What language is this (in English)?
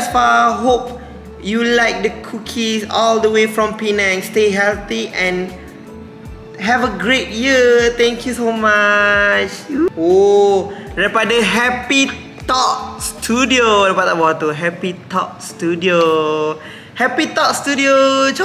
Malay